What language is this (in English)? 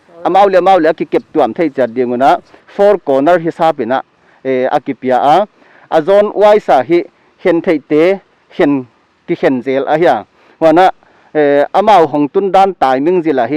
Paite Chin